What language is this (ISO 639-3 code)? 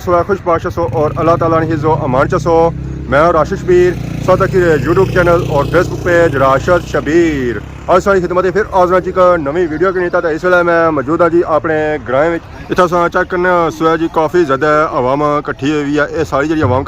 phr